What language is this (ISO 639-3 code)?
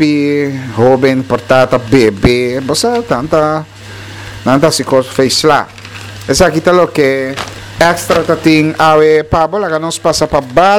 pap